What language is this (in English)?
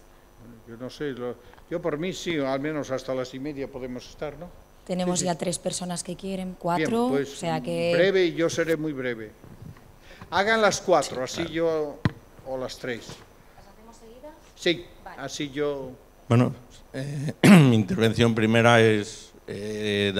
Spanish